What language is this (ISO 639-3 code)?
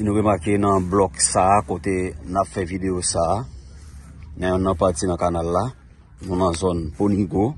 hat